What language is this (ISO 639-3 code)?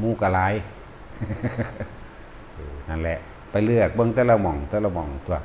lao